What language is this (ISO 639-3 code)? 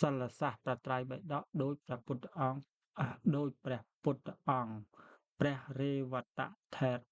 khm